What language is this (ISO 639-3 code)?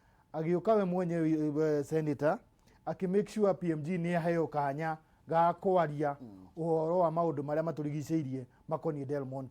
kik